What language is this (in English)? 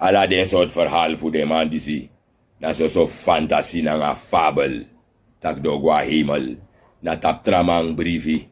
Sranan Tongo